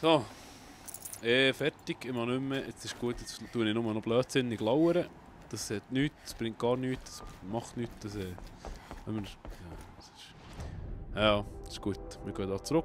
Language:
Swiss German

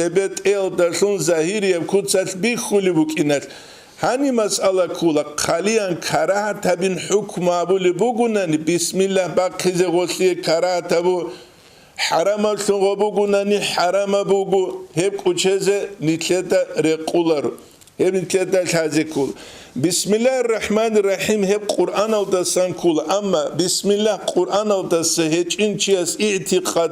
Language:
Avaric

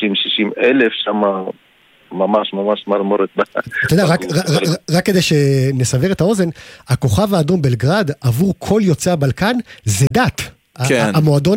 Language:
Hebrew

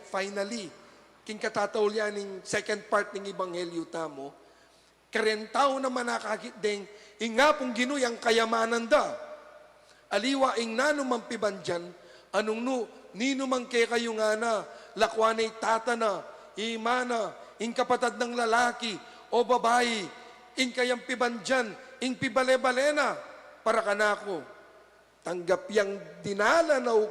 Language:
Pampanga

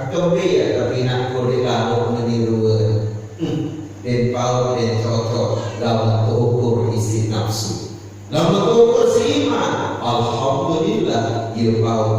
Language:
Sasak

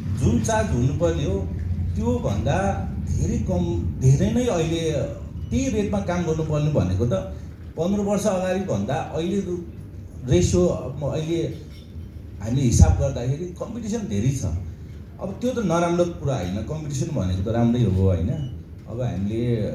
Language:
Nepali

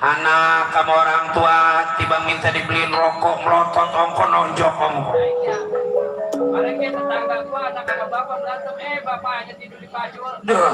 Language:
Betawi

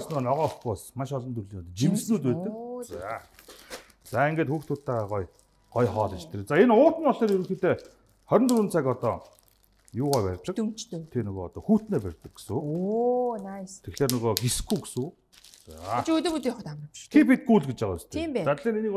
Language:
Mongolian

